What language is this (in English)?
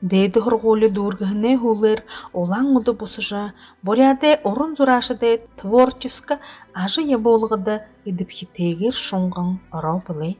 Buriat